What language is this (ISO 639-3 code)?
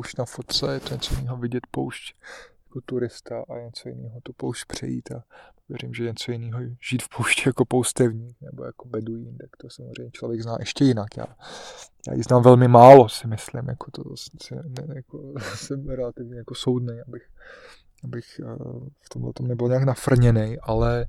ces